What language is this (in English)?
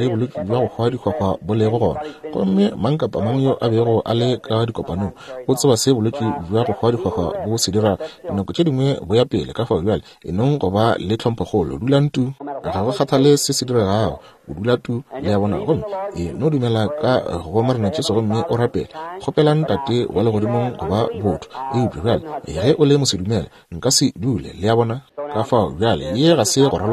Northern Sotho